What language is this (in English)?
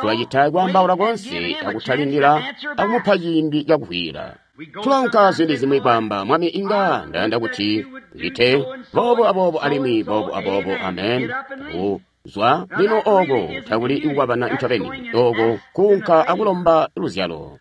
Tonga (Zambia)